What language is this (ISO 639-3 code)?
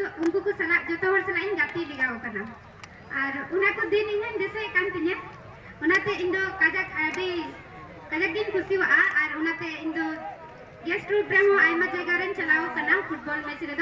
sat